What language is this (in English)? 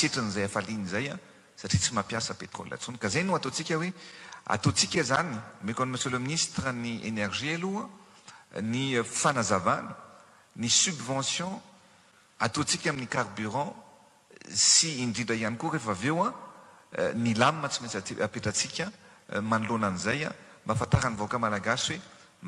Malagasy